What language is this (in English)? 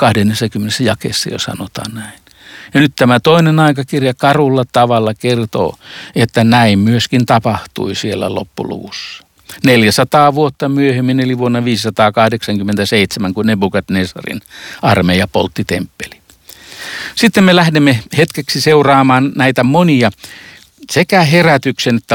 Finnish